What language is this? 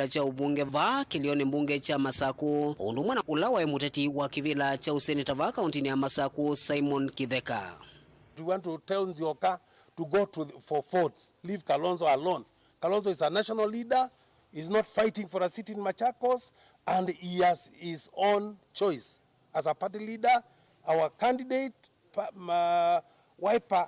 Kamba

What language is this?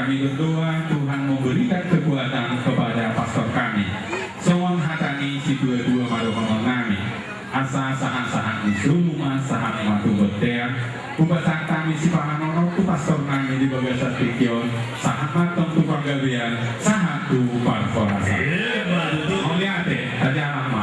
Batak Toba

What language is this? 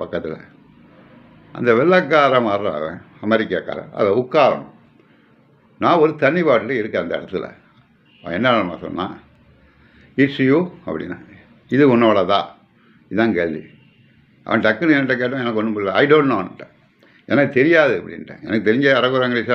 Tamil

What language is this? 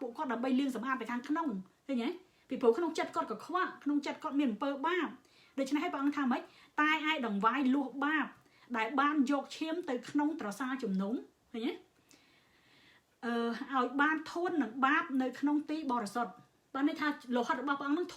Khmer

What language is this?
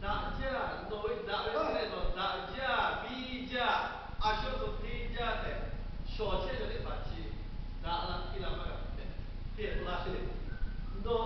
Lahu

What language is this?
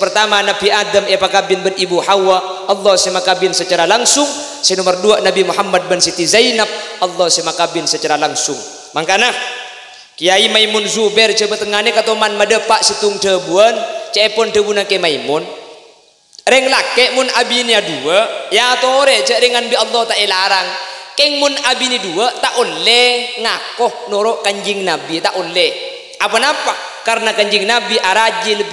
Madurese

